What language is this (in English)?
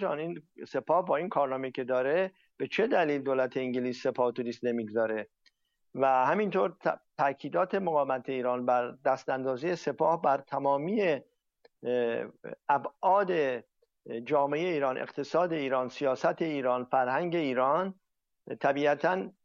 Persian